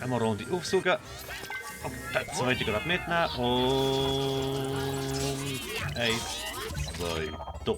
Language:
Swiss German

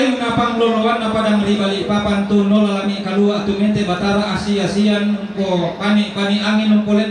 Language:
Toraja-Sa'dan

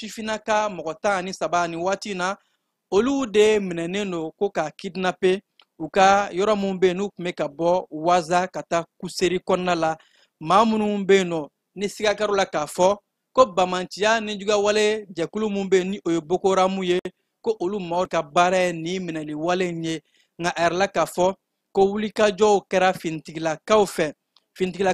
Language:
Bambara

